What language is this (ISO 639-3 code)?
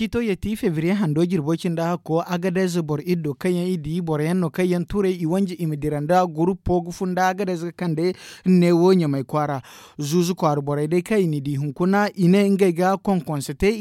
dje